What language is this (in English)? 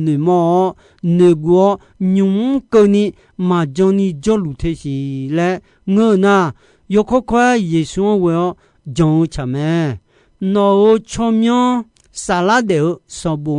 Akha